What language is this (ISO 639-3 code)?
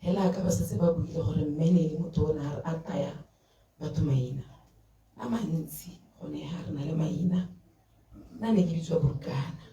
tsn